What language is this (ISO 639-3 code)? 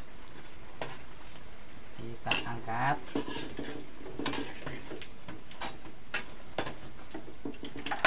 ind